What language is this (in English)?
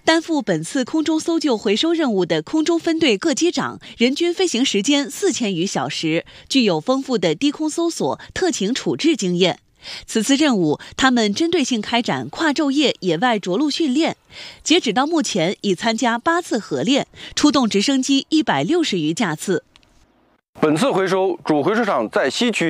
Chinese